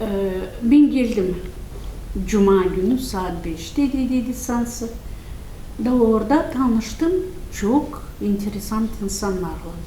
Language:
Gagauz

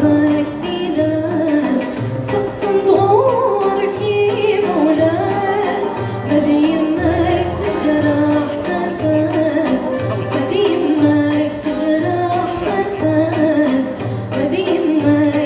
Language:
Kabyle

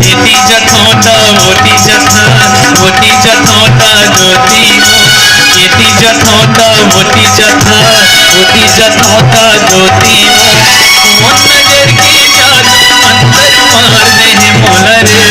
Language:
Chhattisgarhi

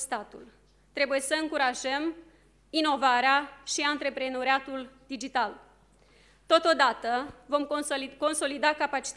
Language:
Romanian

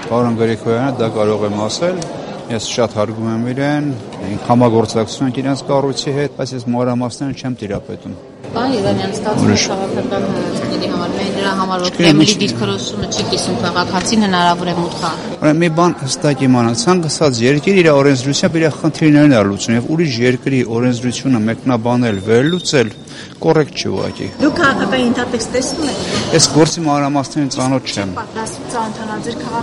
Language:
Armenian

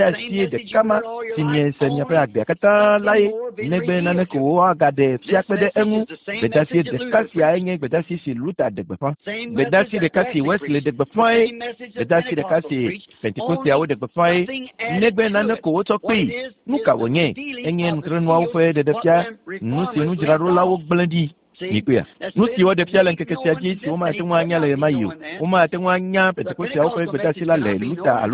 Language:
Ewe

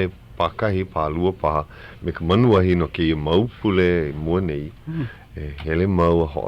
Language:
Hawaiian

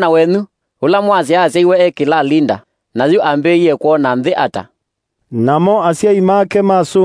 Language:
Kamba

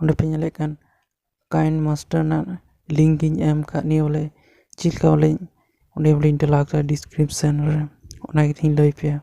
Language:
Santali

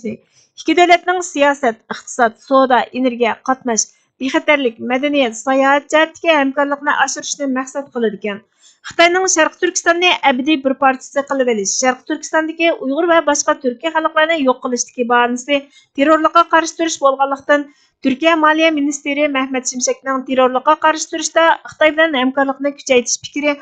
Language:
Uyghur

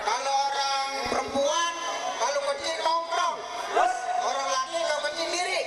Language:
Betawi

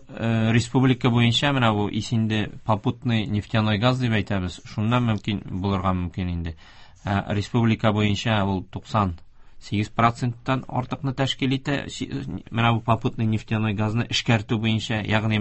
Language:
Tatar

